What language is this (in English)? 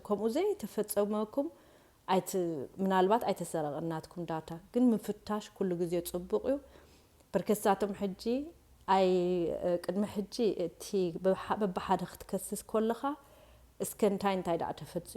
Tigrinya